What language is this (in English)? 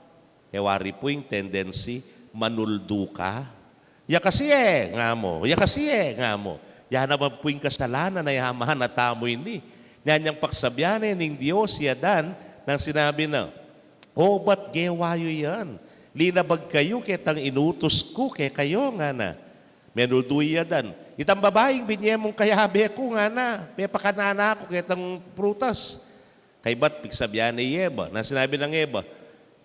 Pampanga